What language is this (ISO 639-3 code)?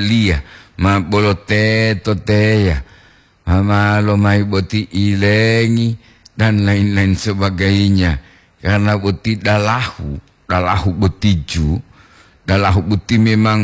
gor